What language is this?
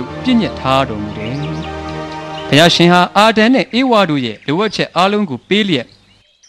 Burmese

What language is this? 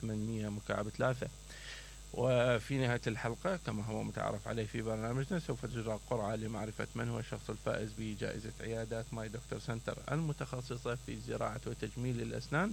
Mesopotamian Arabic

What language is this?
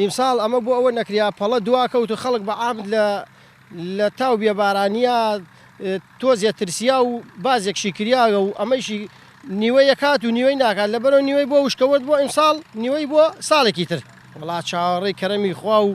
Central Kurdish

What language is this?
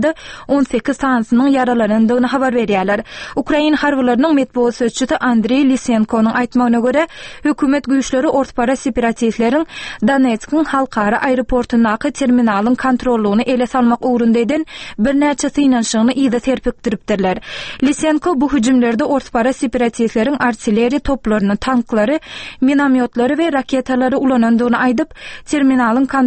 Turkmen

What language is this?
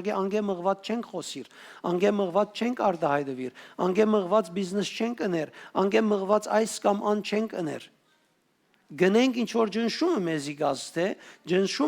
Western Armenian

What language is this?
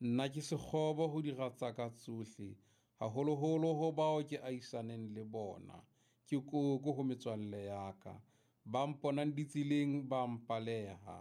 Southern Sotho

